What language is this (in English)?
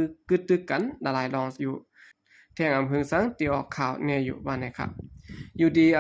Shan